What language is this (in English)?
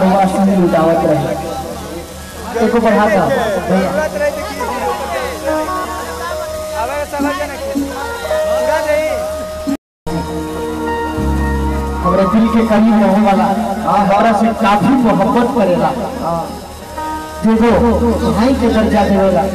Bhojpuri